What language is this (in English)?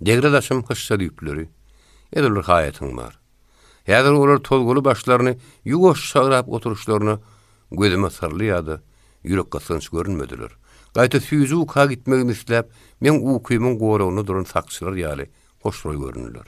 Turkmen